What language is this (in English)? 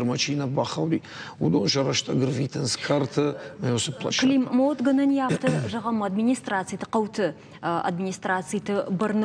Ossetic